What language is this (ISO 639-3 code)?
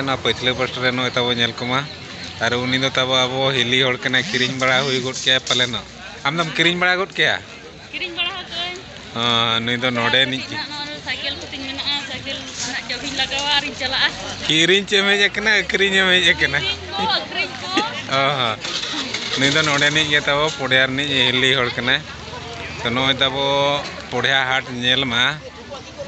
sat